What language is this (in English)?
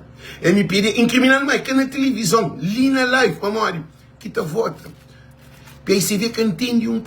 Kabuverdianu